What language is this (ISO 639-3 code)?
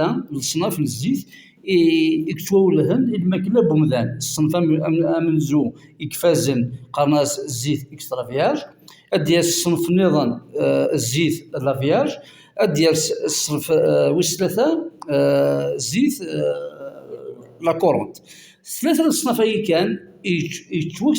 kab